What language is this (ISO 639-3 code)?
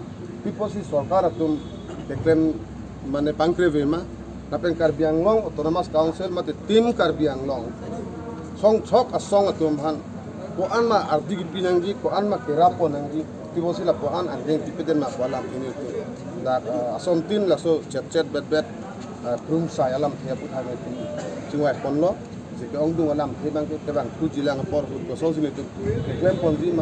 mjw